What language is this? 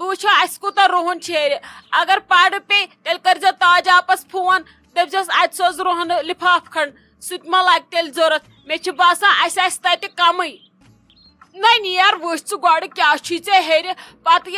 Kashmiri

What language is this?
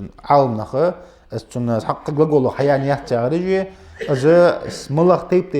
Ingush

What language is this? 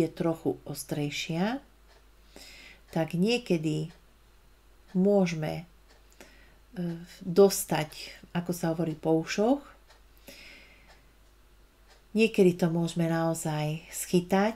Slovak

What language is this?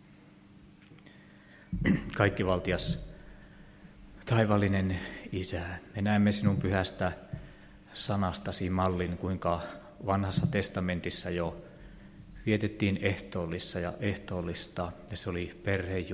Finnish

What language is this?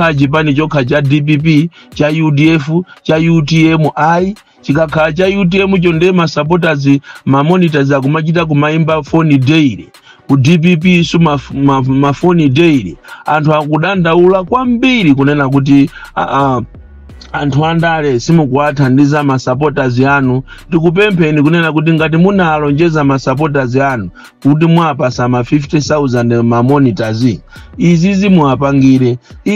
Nyanja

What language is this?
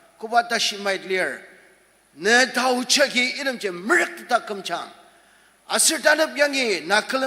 Ao Naga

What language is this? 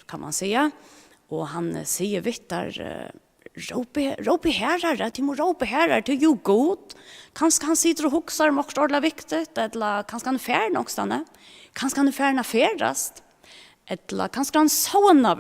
Faroese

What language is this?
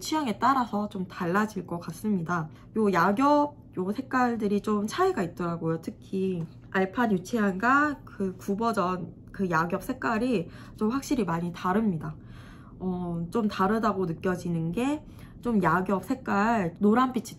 Korean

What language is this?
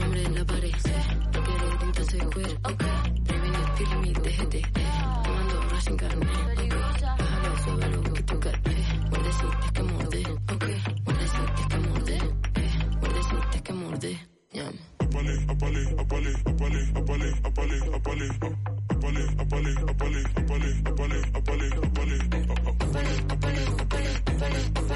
Catalan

